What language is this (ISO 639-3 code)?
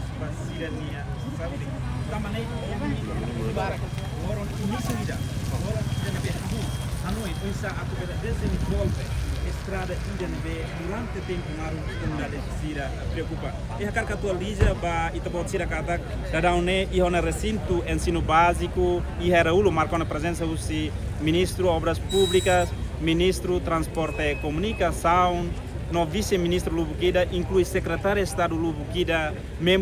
tet